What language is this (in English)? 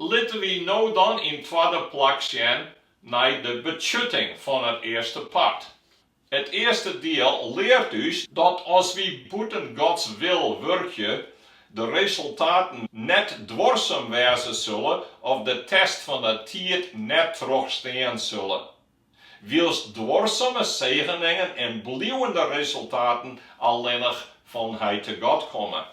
Western Frisian